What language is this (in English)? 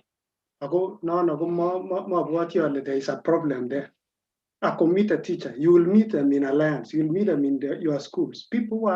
Kalenjin